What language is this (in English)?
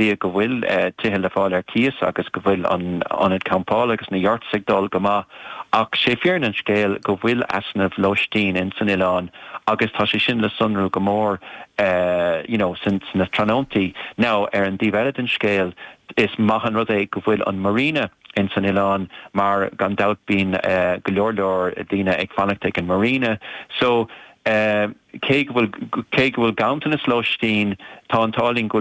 Irish